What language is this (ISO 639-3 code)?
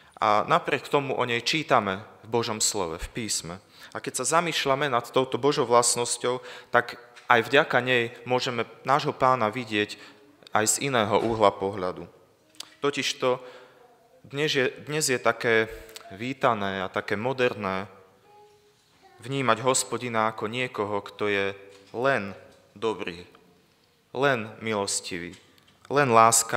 slk